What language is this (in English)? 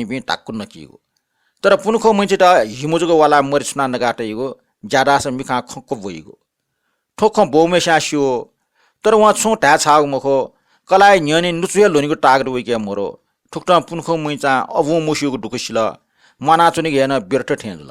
Newari